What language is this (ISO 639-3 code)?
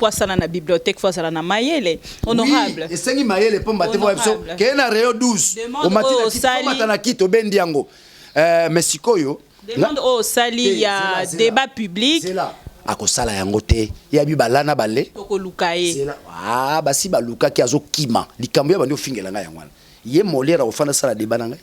lin